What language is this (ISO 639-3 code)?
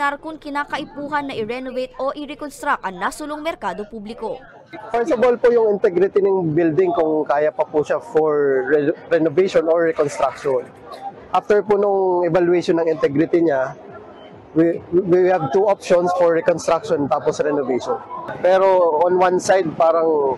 bik